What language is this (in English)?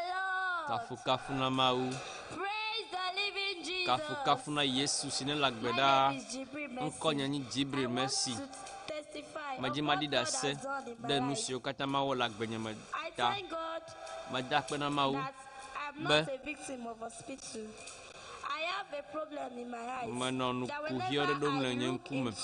Ewe